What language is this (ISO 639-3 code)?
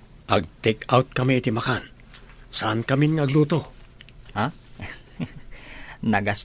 ilo